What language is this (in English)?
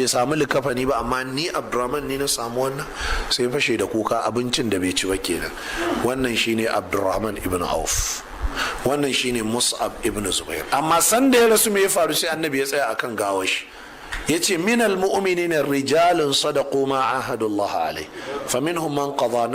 Hausa